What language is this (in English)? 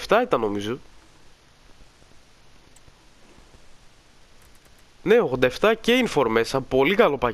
Greek